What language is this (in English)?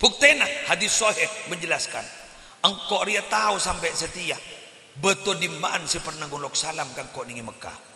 Madurese